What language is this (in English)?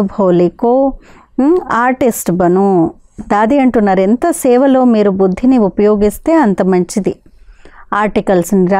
Telugu